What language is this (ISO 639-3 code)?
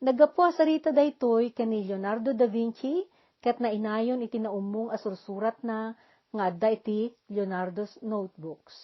ilo